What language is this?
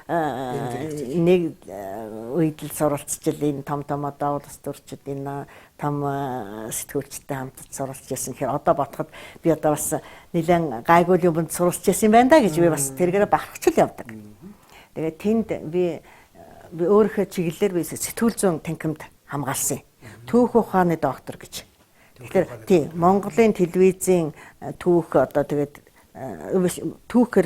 Mongolian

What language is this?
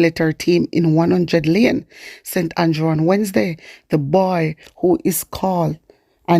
Jamaican Creole English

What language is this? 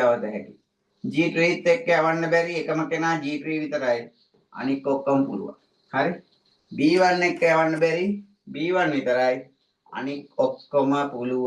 Sinhala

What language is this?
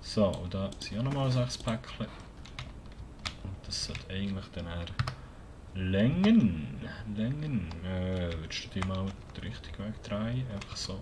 Swiss German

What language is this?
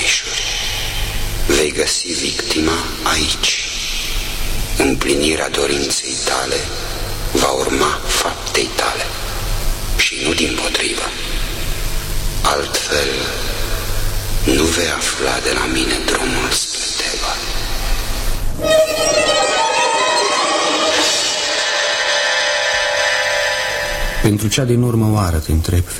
Romanian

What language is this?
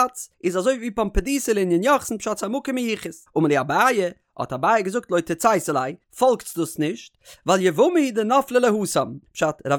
Yiddish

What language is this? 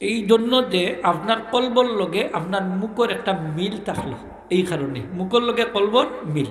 Sylheti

